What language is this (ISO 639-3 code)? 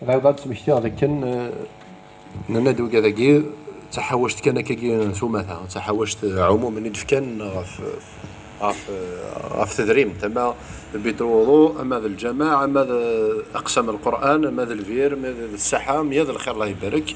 kab